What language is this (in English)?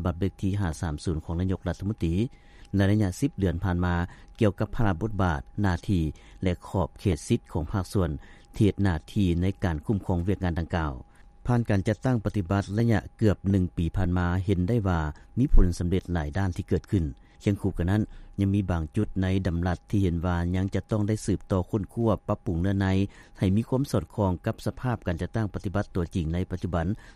Lao